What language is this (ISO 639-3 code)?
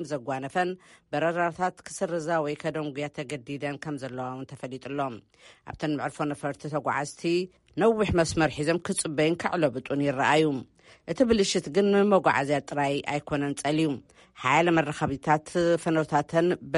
tir